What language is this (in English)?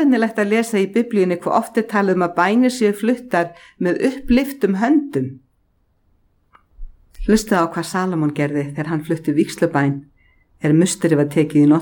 Icelandic